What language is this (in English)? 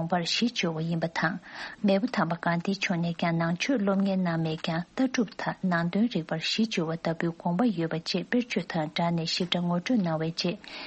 Tibetan